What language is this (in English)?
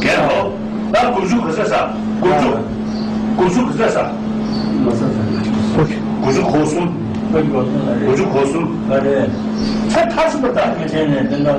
Tibetan